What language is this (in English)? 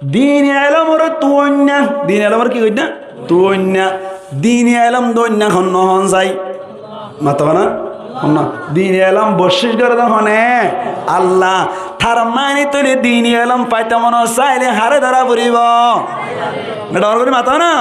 Rohingya